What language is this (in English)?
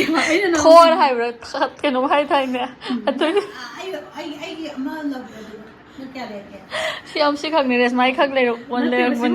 Manipuri